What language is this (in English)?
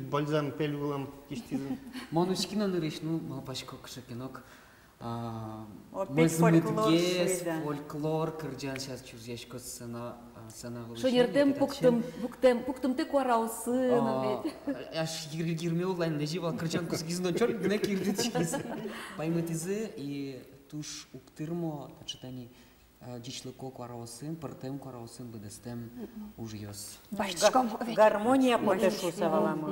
Udmurt